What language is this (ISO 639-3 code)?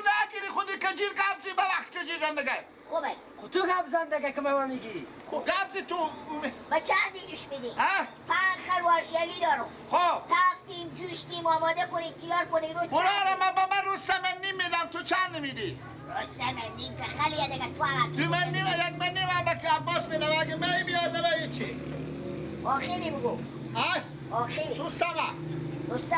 fas